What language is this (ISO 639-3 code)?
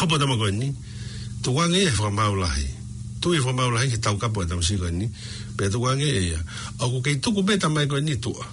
ton